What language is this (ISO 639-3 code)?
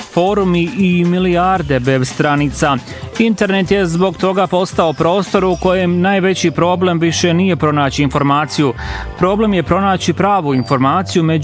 bos